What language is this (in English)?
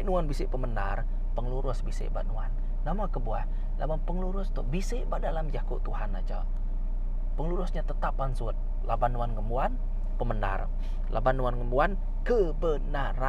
Iban